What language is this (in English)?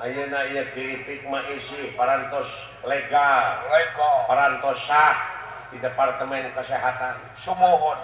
Sundanese